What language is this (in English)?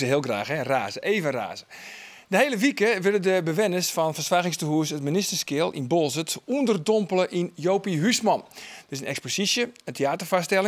Western Frisian